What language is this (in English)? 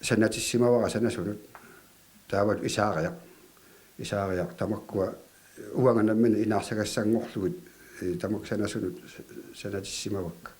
Kalaallisut